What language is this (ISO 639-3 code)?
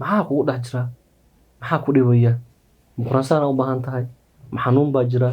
som